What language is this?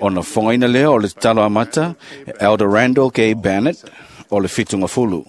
Samoan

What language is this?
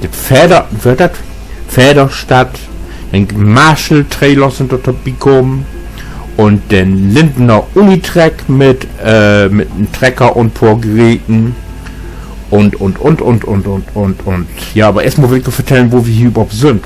Low German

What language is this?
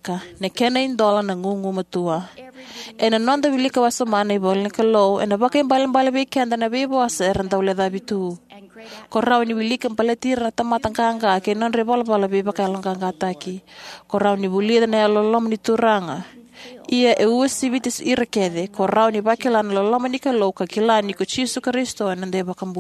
Fijian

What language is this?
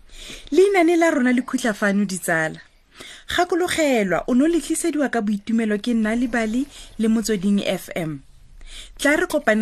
Tswana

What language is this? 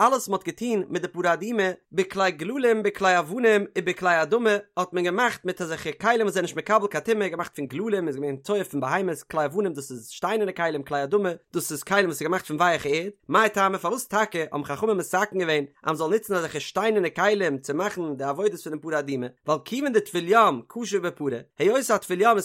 Yiddish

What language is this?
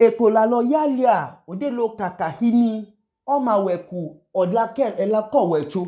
Idoma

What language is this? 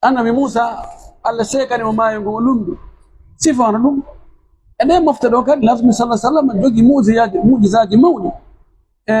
Pular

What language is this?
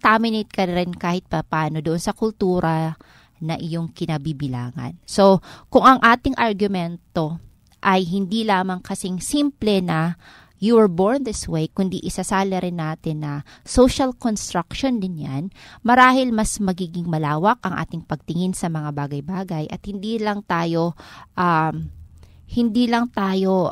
Filipino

